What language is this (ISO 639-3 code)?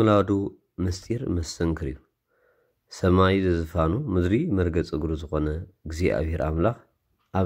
tir